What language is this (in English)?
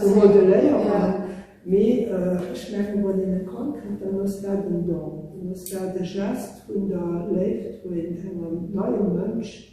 Luxembourgish